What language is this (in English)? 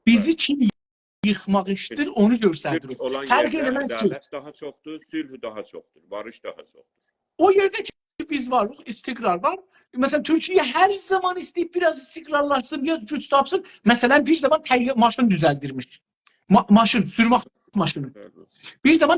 South Azerbaijani